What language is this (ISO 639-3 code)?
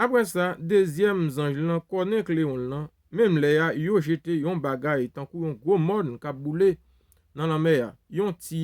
hat